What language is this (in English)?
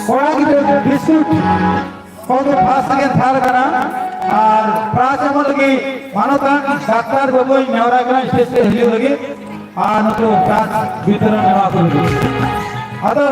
Santali